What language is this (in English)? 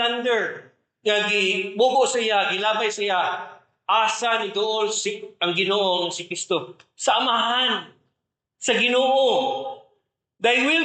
Cebuano